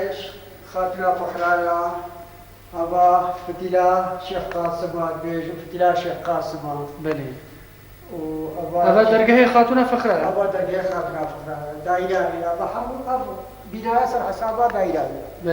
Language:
Kurdish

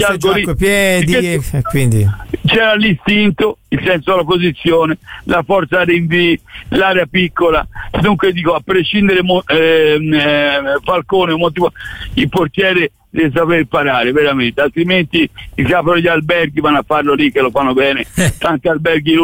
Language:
Italian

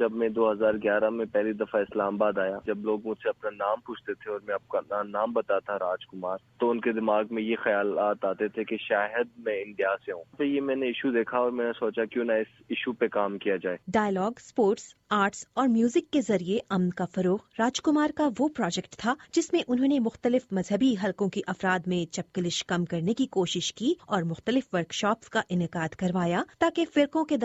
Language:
Urdu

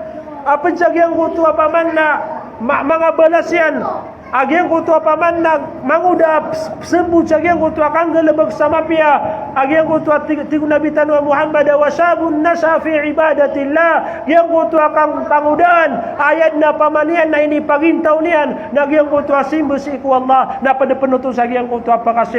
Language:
Maranao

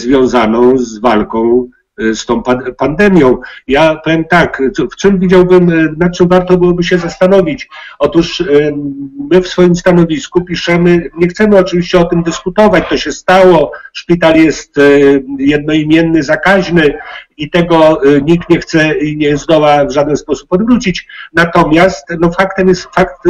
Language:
Polish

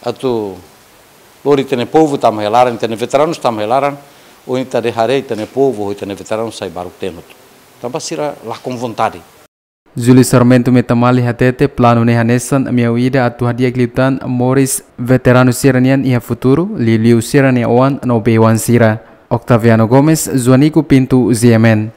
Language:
Tetum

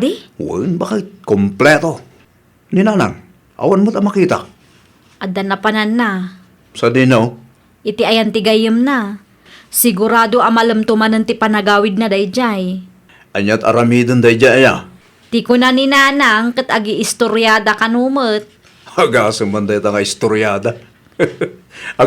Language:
Iloko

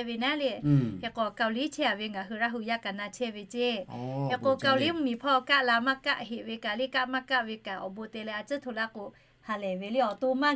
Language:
Lahu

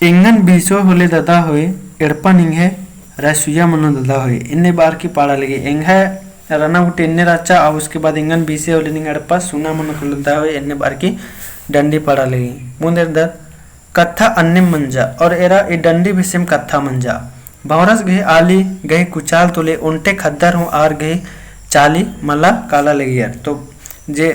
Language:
Kurukh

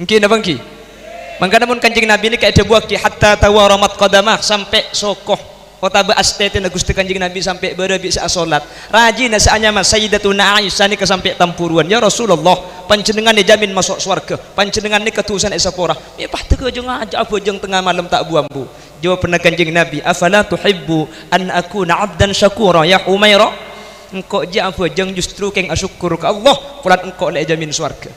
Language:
Madurese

